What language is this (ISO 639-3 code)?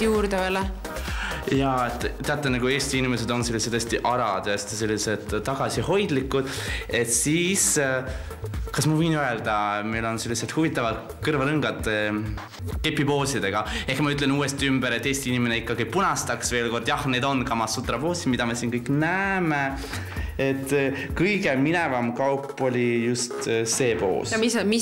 est